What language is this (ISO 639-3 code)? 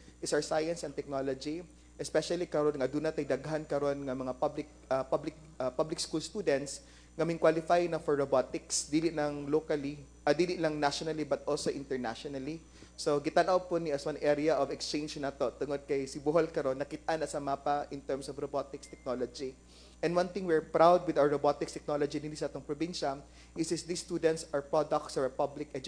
ceb